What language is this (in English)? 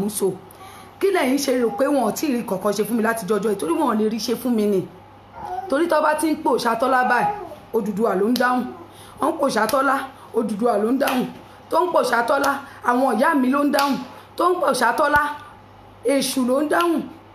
Yoruba